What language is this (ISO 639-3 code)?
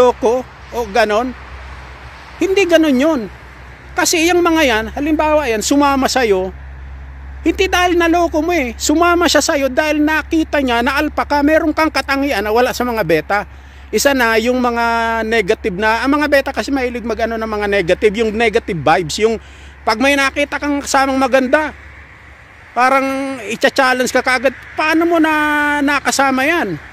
fil